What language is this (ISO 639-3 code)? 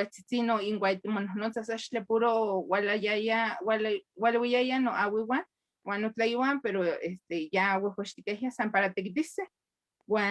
nhe